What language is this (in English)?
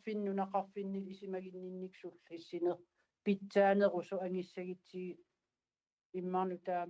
Kalaallisut